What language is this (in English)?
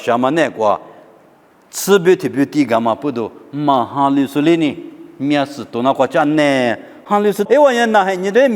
Lisu